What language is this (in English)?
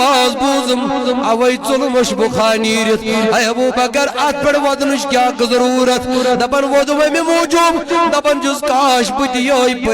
Kashmiri